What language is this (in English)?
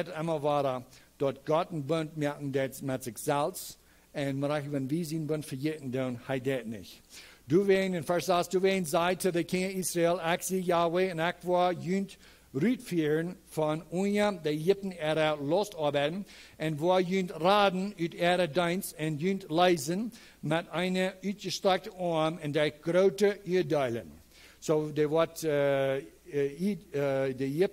Plautdietsch